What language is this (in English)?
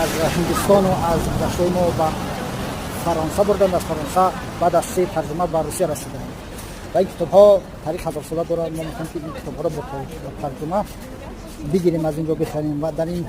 Tajik